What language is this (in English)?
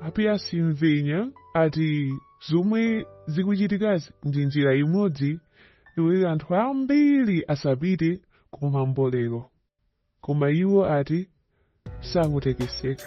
Nyanja